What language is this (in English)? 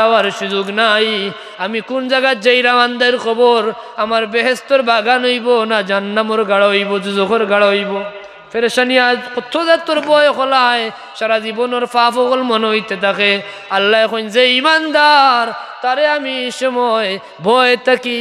Sylheti